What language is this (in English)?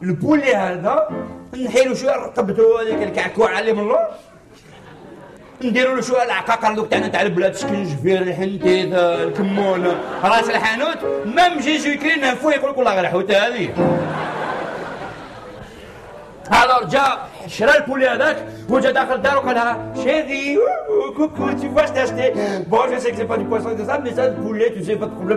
Algerian Arabic